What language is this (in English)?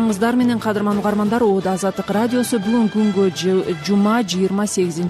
Kyrgyz